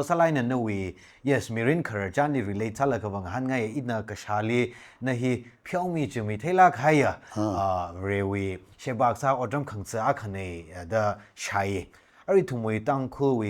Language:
Tangkhul Naga (India)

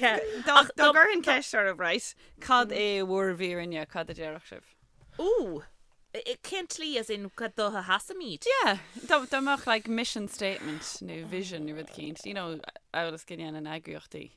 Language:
Irish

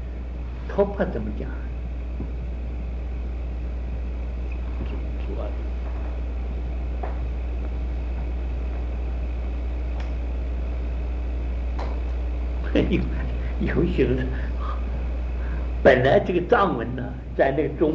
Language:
Chinese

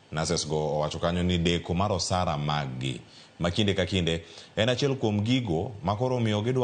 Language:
Luo (Kenya and Tanzania)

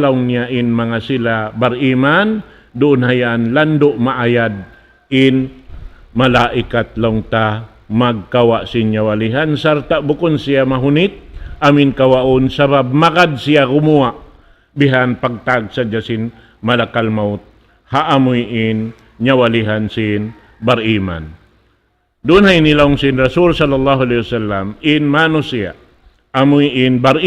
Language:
Tausug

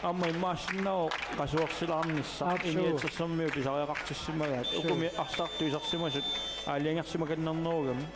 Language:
Kalaallisut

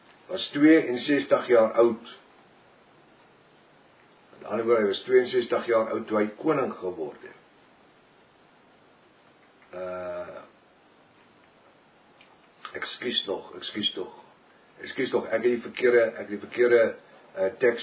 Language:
Afrikaans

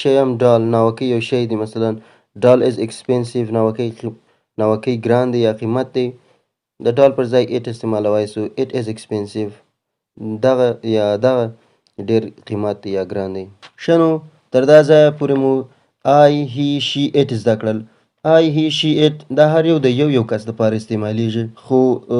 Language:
Pashto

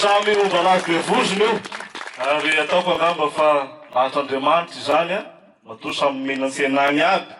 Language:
Malagasy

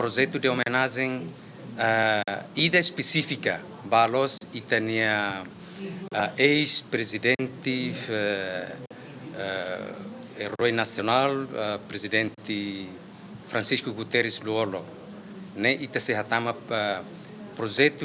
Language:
Tetum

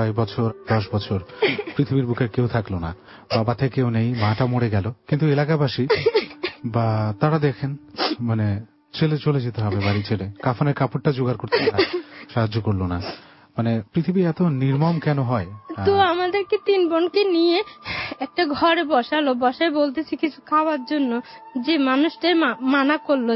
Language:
Bangla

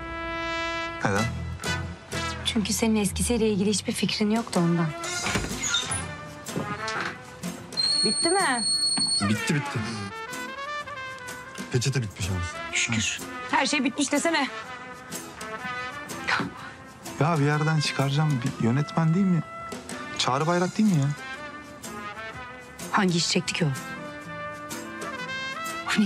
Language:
Turkish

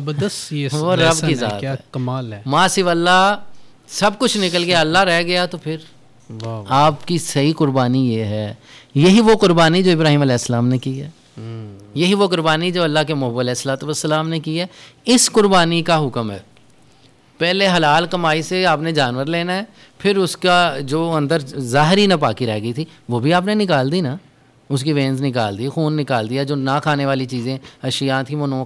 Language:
Urdu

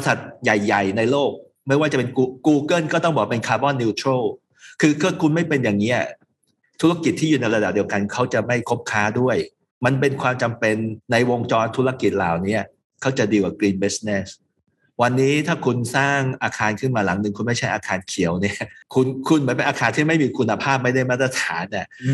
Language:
Thai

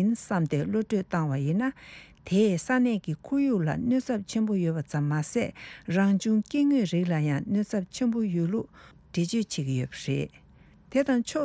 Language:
Tibetan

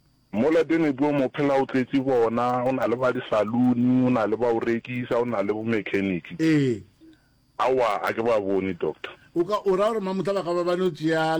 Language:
Northern Sotho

